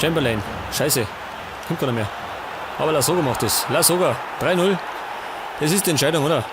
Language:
Bavarian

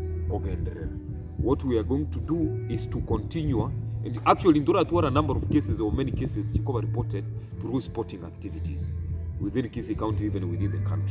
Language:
Gusii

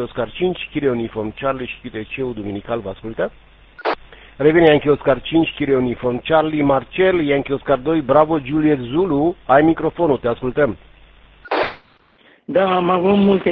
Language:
Romanian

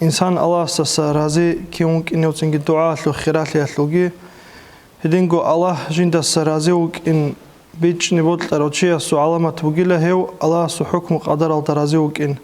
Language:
Avaric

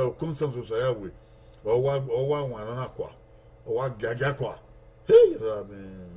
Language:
Bini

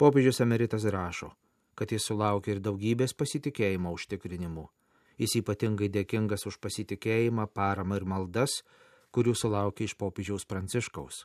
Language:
Lithuanian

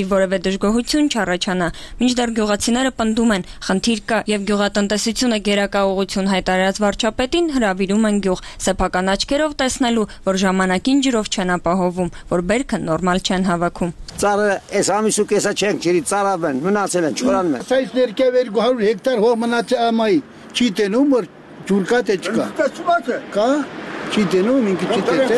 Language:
Armenian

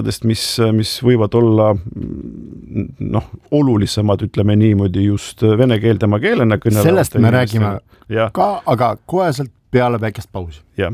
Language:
Estonian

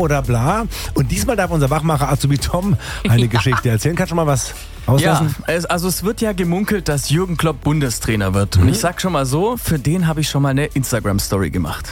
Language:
German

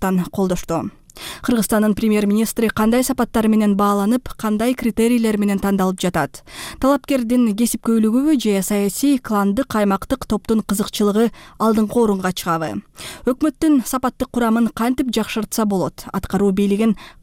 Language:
Kyrgyz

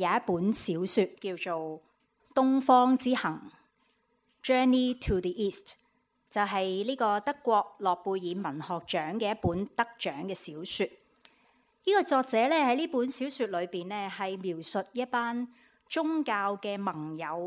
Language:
Cantonese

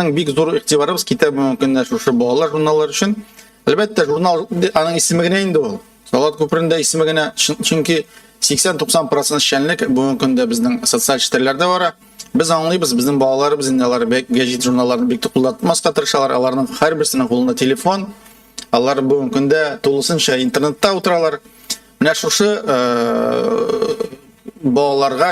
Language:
Tatar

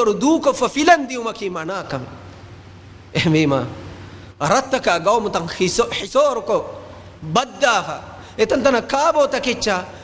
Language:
Divehi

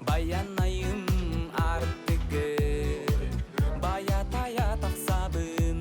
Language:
Yakut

